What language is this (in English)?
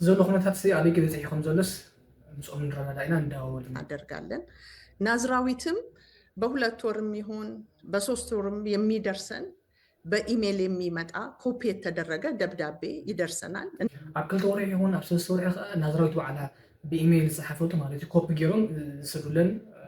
Tigrinya